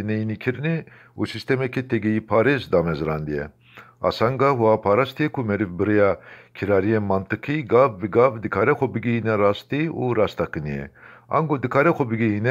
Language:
Kurdish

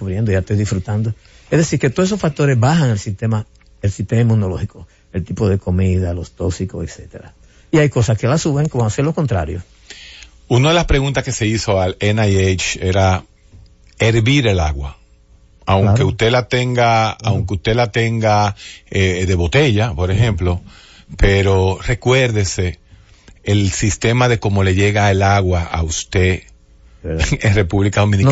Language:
Spanish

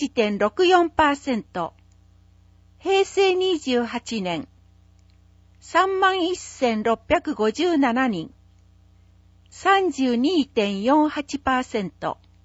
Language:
Japanese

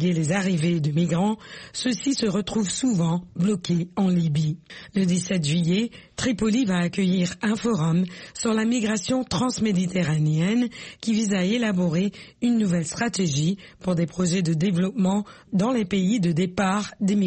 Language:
French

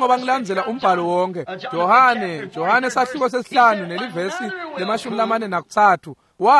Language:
Swati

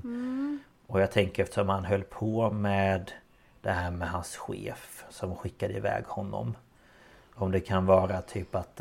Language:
Swedish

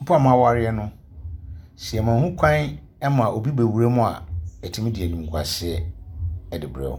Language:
Akan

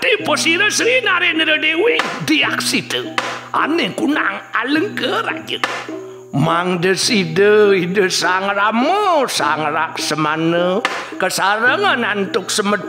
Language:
Balinese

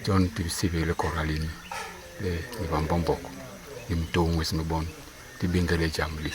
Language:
Basaa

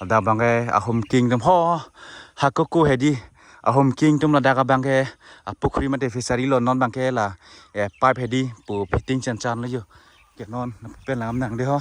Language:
Karbi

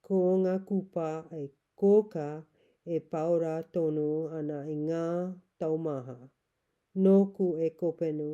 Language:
Māori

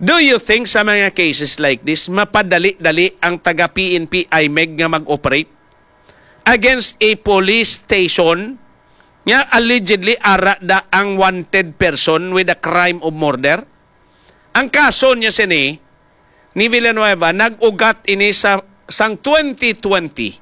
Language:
Hiligaynon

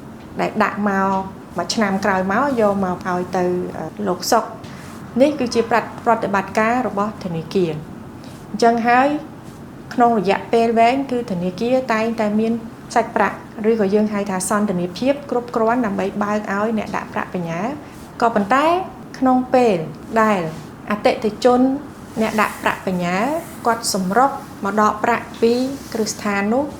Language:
Khmer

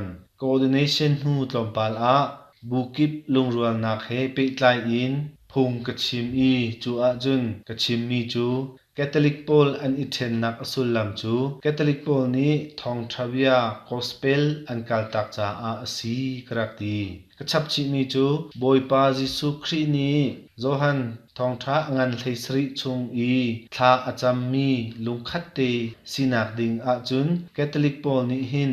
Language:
Hakha Chin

